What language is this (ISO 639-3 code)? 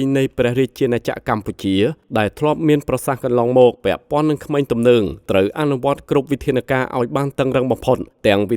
khm